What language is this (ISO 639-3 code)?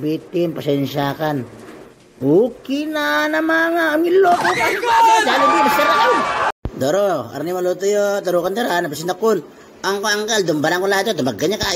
itv